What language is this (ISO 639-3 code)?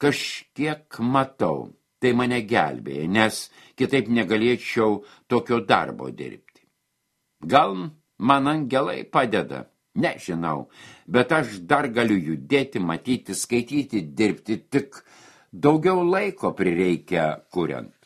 lit